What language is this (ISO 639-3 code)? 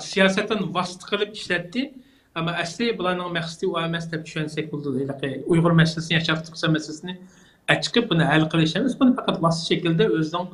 uig